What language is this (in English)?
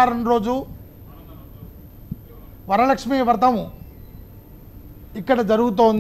Telugu